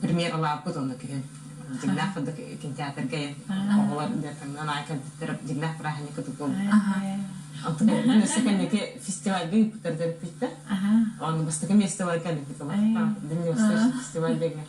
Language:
Yakut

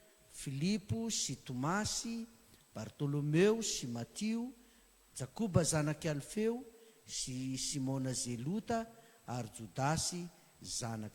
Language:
Malagasy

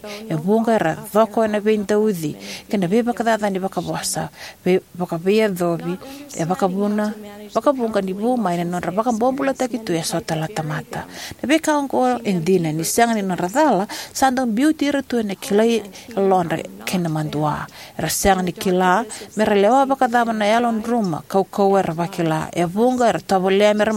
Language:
Fijian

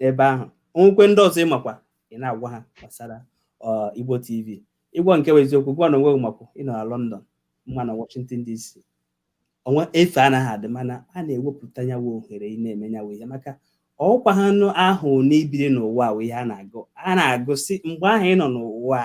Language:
Igbo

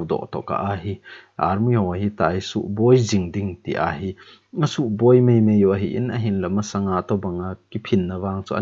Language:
Thado Chin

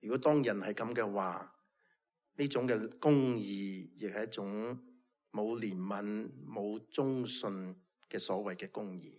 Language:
Cantonese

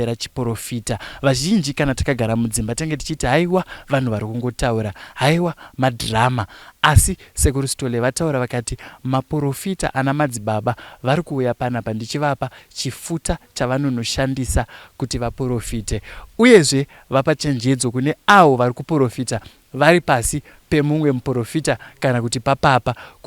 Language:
Shona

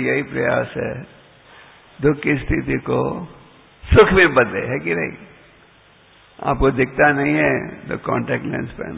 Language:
Hindi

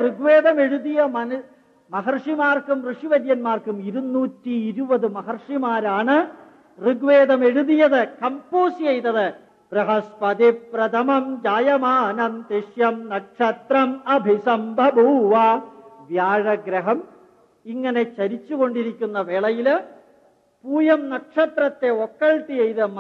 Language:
Malayalam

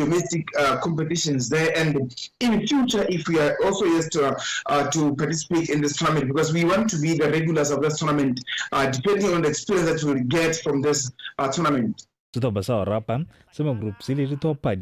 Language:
Tswana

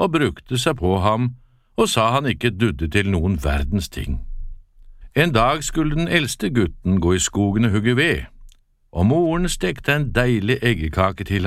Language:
Norwegian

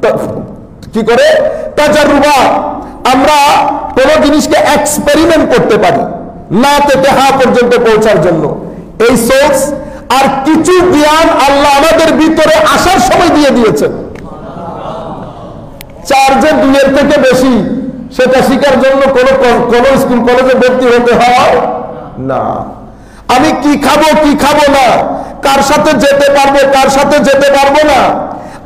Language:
Bangla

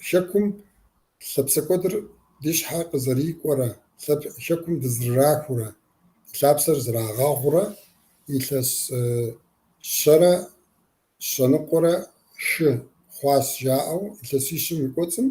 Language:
Kabardian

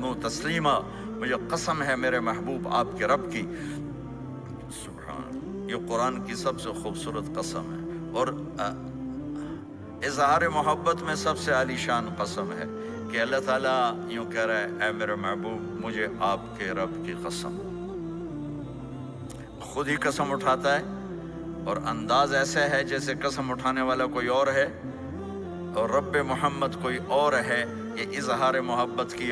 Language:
Urdu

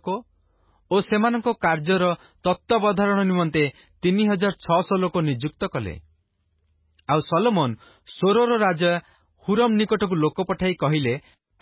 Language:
Odia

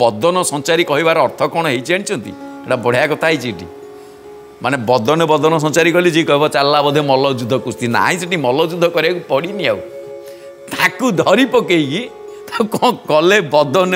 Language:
Odia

